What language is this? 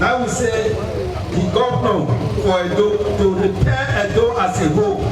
Nigerian Pidgin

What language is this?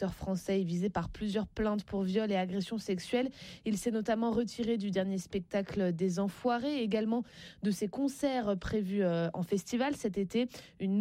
French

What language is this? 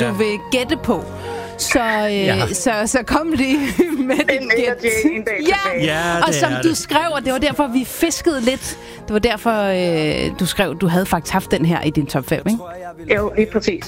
Danish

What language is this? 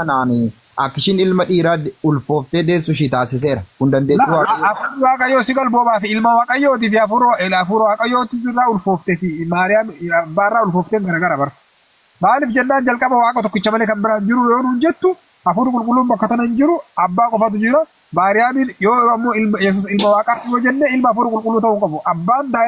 Oromo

